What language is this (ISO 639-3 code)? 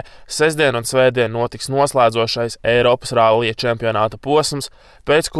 lav